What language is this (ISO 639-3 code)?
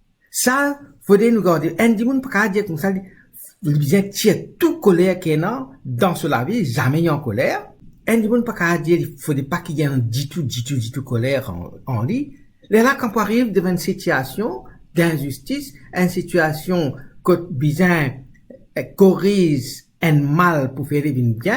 mfe